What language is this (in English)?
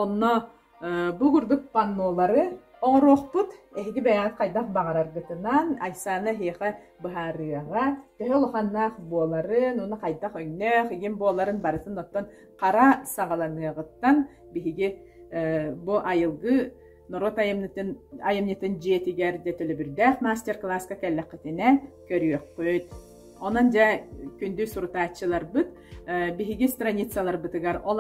Yakut